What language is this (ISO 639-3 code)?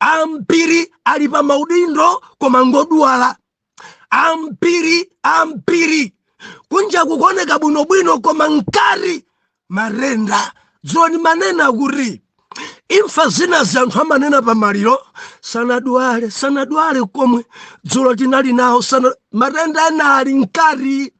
nya